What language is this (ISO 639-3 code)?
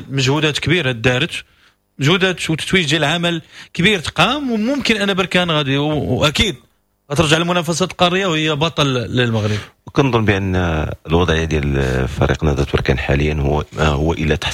ary